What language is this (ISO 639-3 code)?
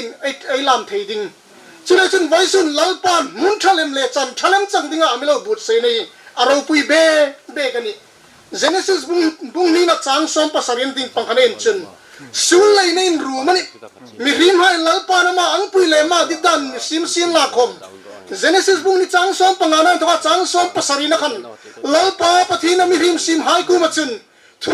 hmr